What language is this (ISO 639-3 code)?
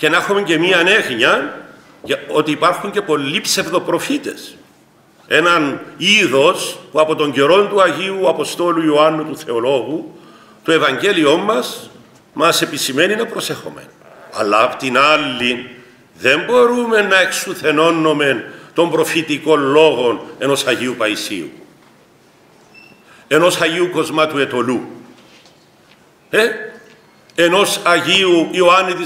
ell